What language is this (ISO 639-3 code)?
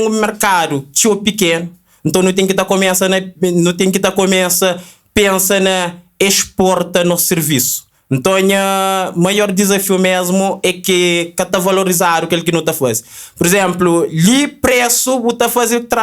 kea